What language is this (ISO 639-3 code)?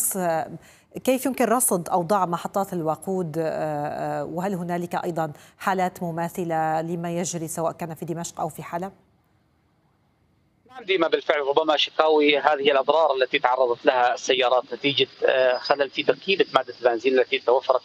ara